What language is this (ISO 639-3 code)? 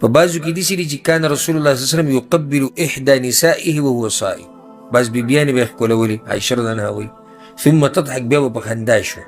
pus